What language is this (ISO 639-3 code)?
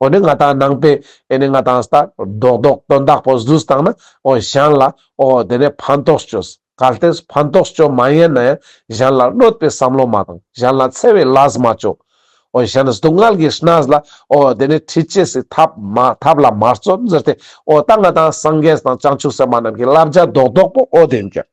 lbj